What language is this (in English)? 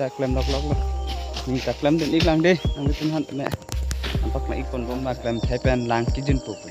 Karbi